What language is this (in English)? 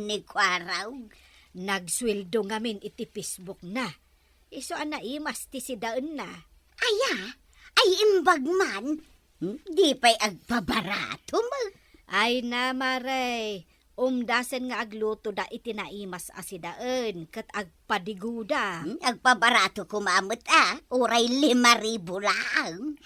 Iloko